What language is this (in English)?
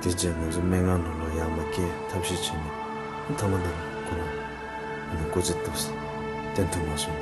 Tibetan